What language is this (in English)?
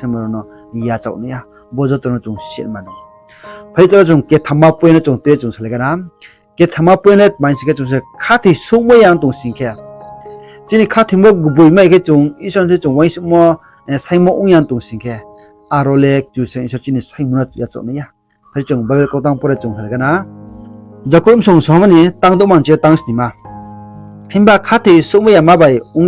Riang (India)